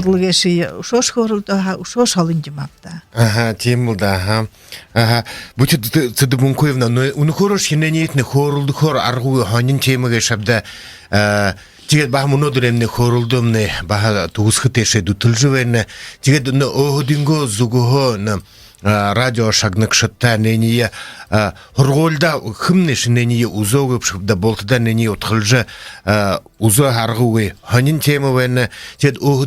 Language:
Buriat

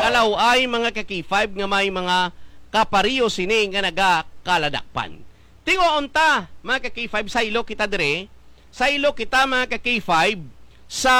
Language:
Hiligaynon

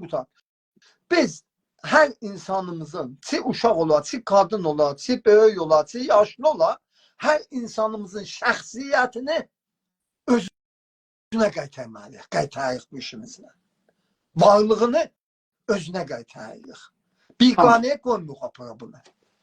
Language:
South Azerbaijani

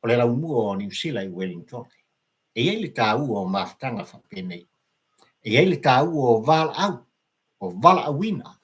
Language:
Samoan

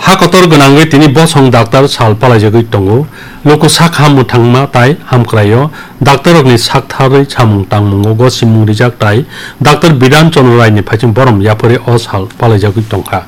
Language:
Kok Borok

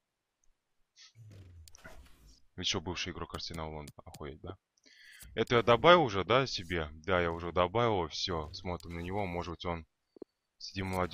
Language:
Russian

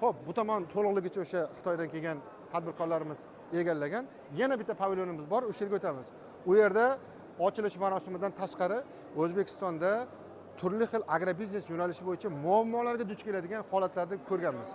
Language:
Uzbek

